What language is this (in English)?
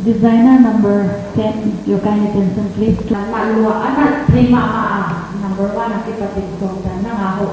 Paite Chin